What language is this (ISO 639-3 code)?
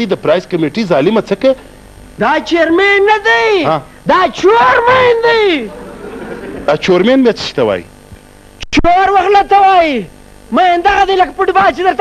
pus